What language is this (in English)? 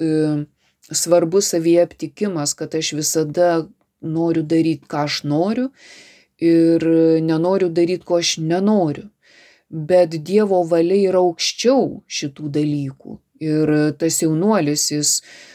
Lithuanian